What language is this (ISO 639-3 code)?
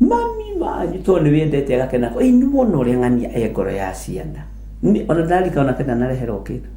kik